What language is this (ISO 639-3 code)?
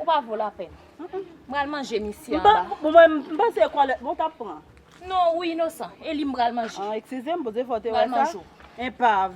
hat